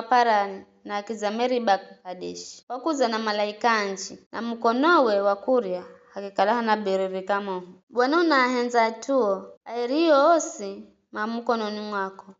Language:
Giryama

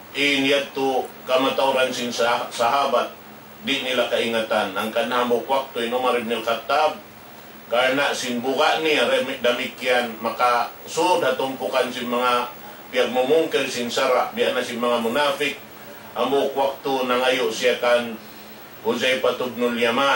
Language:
Tausug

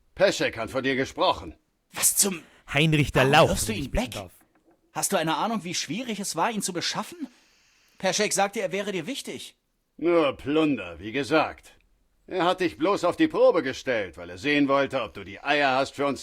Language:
Bavarian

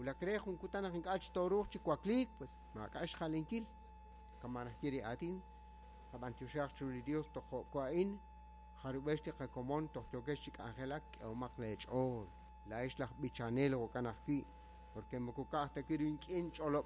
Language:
Kekchí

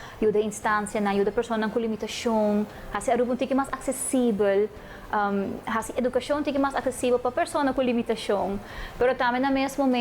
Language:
Papiamento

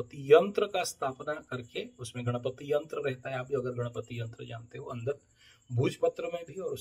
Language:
Hindi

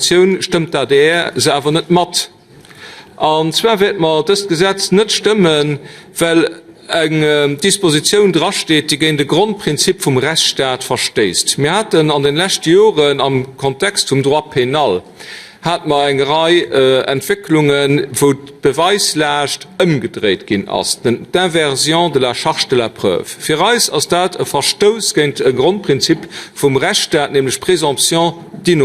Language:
Luxembourgish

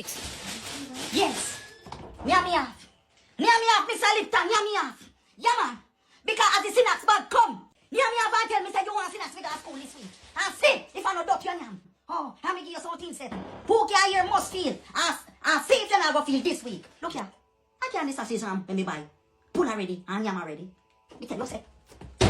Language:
Jamaican Creole English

